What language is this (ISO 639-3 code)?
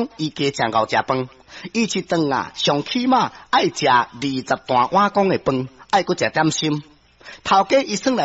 nan